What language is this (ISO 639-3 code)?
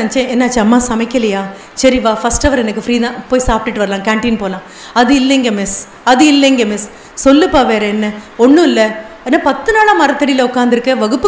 tam